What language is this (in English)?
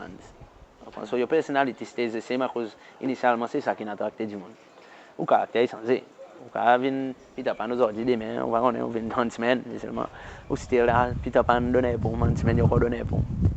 Seselwa Creole French